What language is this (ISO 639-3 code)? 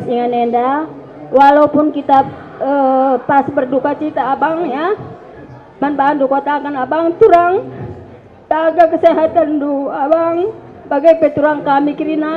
btx